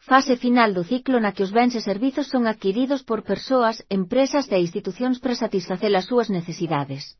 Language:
Galician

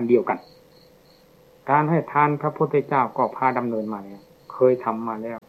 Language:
Thai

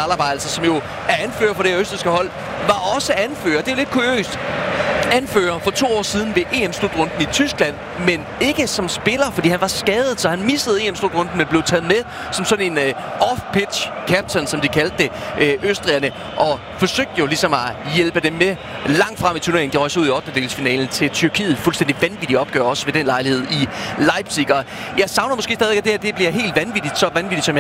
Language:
Danish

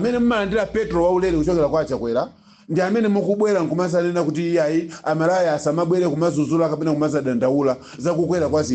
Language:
Nyanja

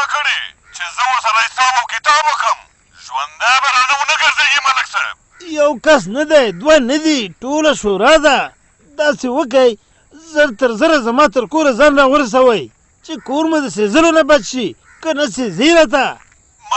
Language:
Pashto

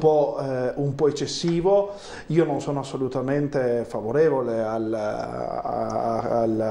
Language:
Italian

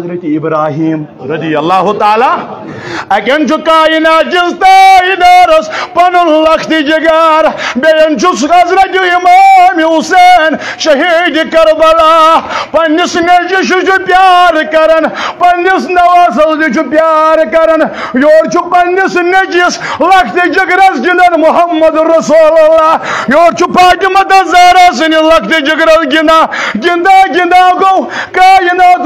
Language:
Kashmiri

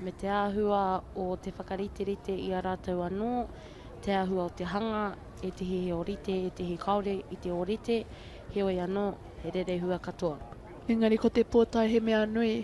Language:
Māori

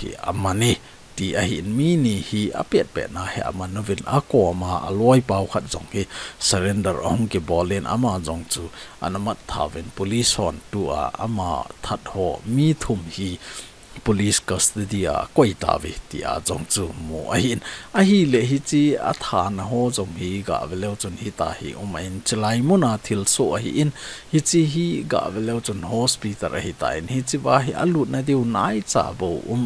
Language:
Thado Chin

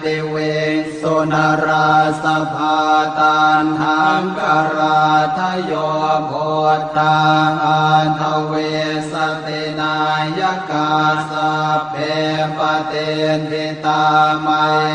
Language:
Pali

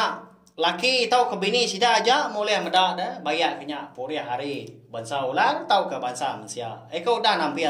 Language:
Iban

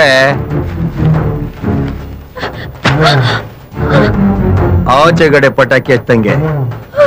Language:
Kannada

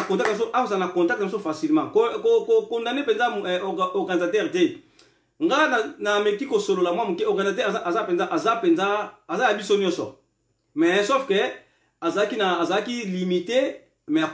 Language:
Lingala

